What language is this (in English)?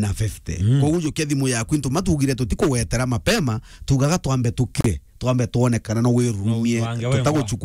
Meru